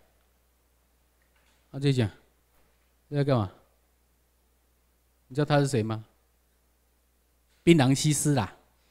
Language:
Chinese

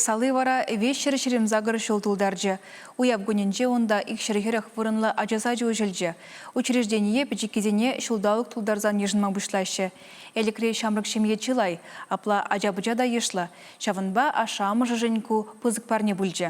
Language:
Chuvash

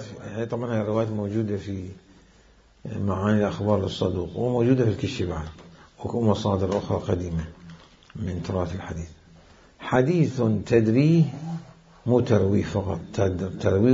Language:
Mesopotamian Arabic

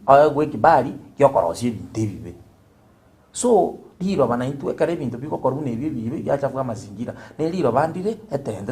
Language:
Gusii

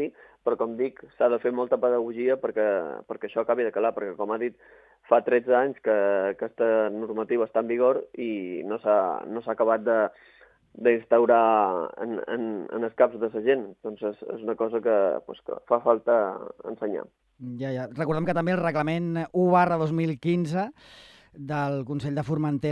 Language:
Catalan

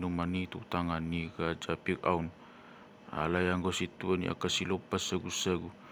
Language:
Batak Toba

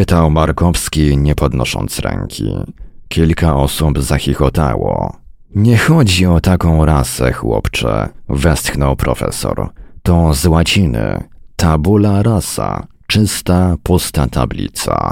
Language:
Polish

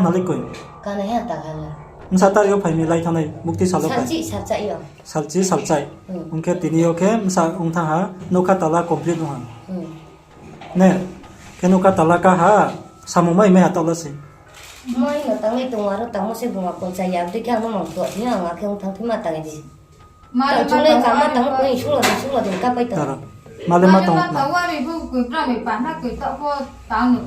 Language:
Riang (India)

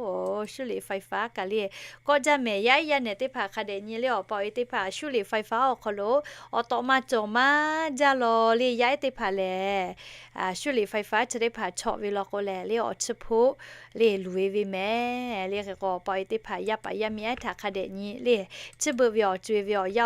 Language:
Lahu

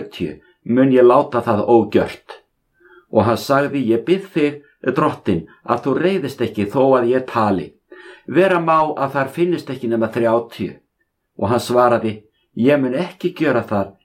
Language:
Icelandic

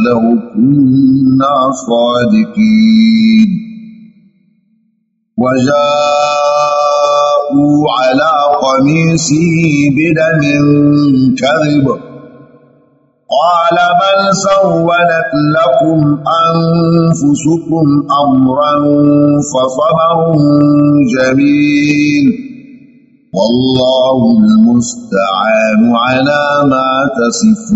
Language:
Arabic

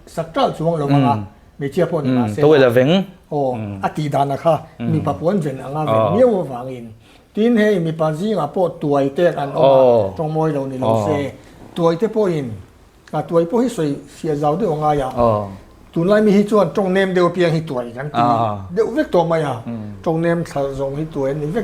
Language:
Mizo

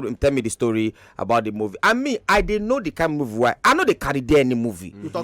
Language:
Nigerian Pidgin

